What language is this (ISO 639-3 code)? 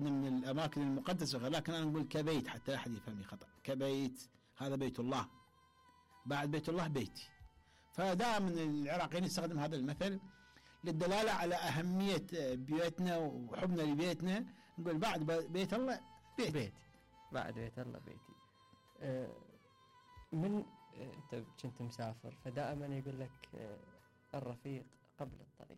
acm